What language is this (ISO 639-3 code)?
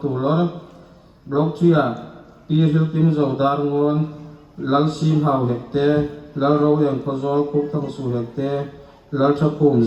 hmr